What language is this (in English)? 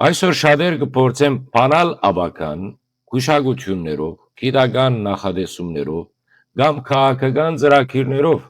Western Armenian